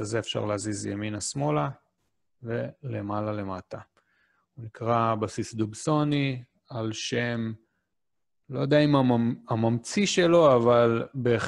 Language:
Hebrew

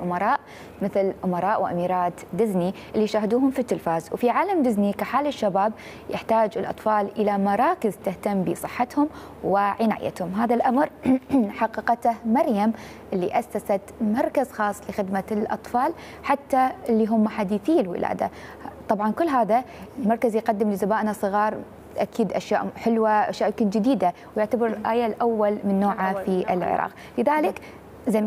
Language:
Mesopotamian Arabic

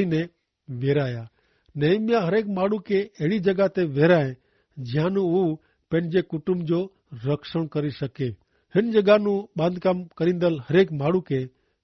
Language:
Kachhi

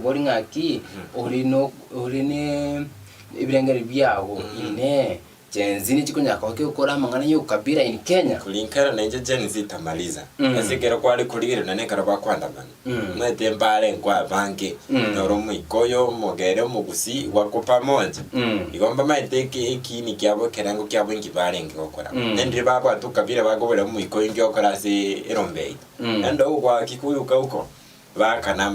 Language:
Gusii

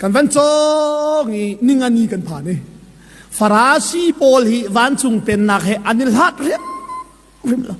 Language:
Hakha Chin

